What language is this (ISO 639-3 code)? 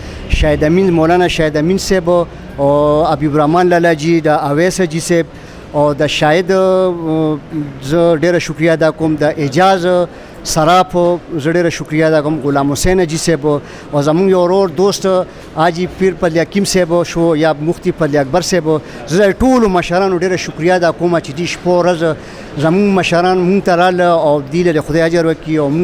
pus